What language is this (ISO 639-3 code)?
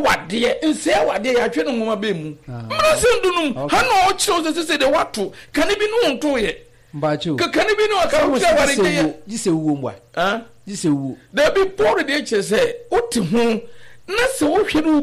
aka